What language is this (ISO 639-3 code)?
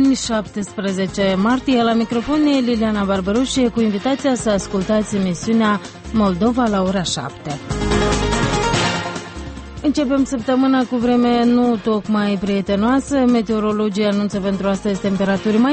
ron